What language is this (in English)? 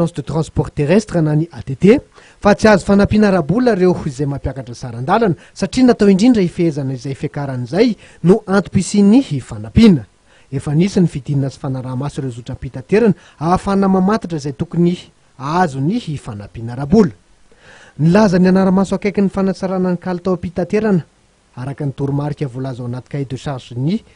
Malagasy